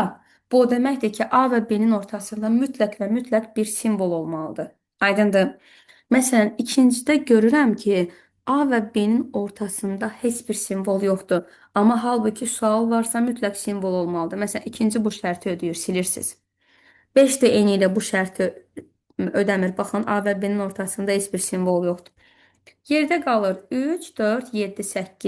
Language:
Azerbaijani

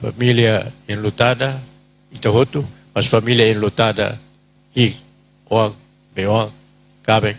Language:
Tetum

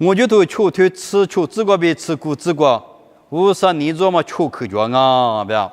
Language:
Lisu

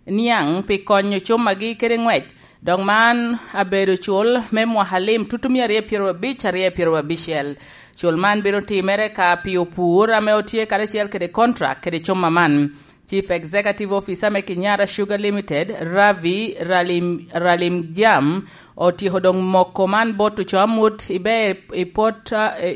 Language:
Lango (Uganda)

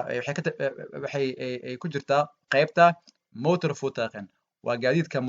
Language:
Somali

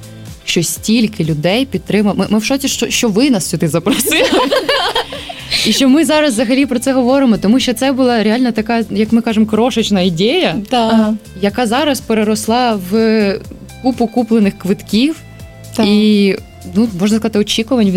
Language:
Ukrainian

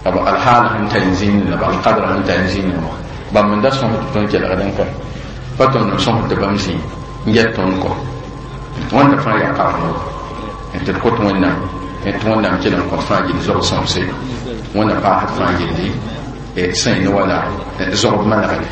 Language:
Mossi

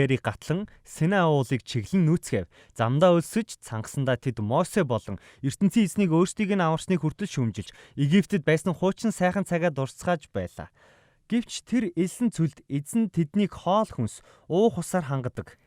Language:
Mongolian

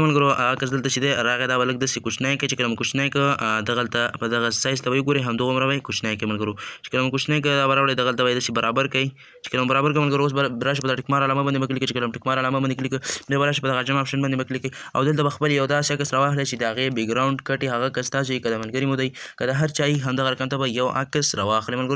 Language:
Pashto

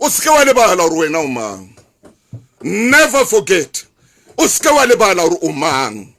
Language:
Southern Sotho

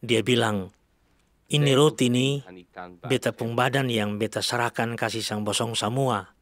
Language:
Kupang Malay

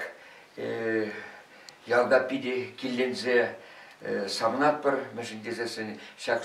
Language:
Chuvash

